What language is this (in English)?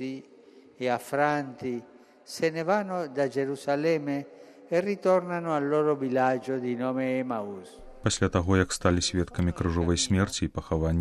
Belarusian